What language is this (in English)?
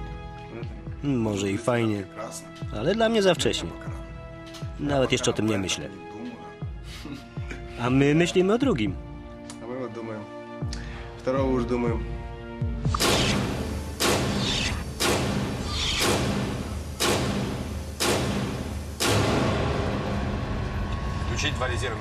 Polish